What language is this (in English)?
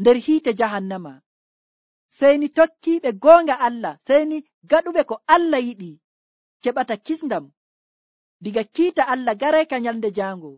Nigerian Fulfulde